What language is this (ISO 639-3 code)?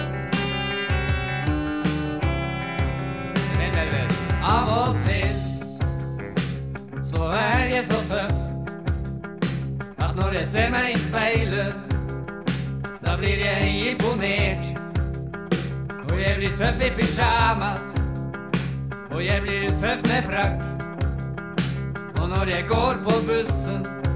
nor